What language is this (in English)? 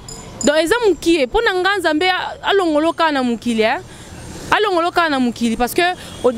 Lingala